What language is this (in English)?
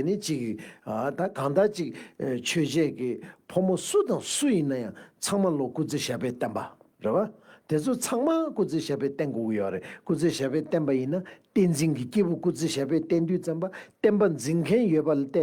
Tibetan